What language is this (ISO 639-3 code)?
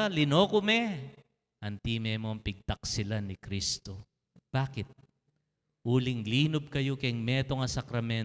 pam